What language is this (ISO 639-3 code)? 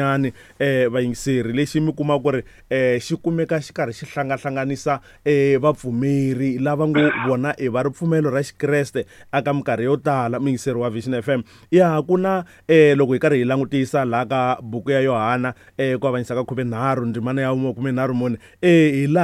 tso